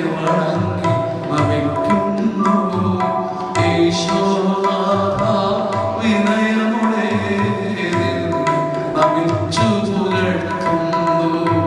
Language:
Malayalam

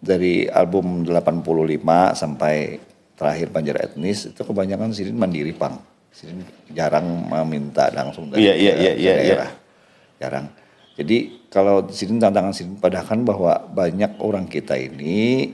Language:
Banjar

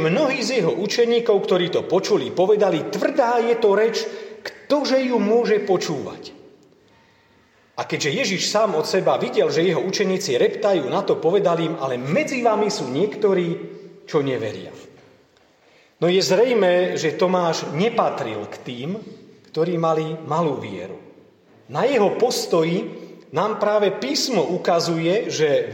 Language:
Slovak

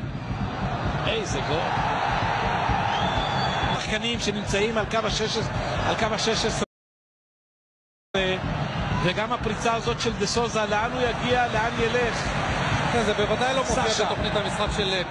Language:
Hebrew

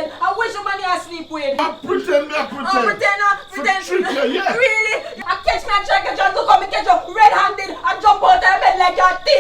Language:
Jamaican Creole English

